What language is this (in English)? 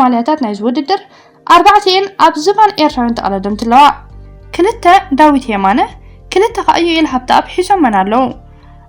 Tigrinya